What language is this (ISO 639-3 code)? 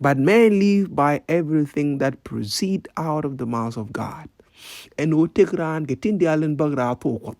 nus